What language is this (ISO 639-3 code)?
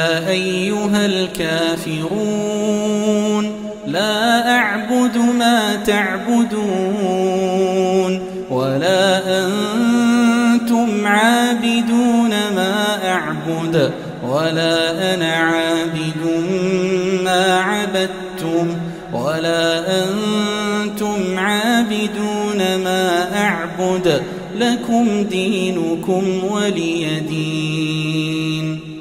ara